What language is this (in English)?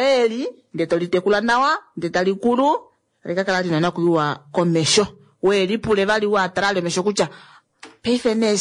Kuanyama